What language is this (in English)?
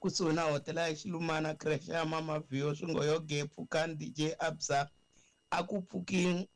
Tsonga